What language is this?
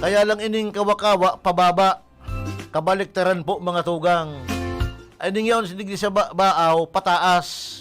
Bikol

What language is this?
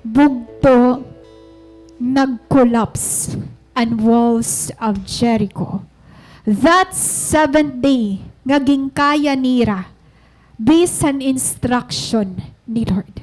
Waray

